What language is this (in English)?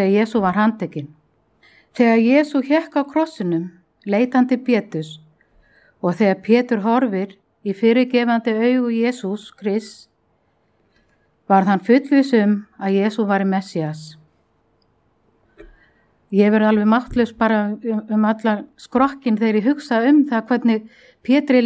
Icelandic